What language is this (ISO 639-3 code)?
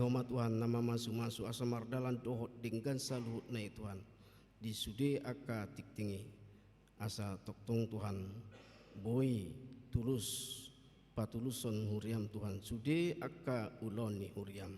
bbc